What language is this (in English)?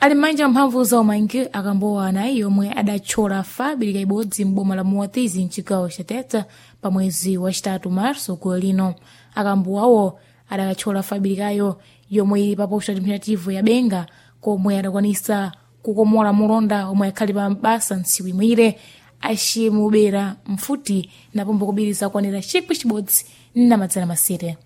Sena